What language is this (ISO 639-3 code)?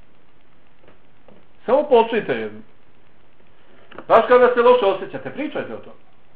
bos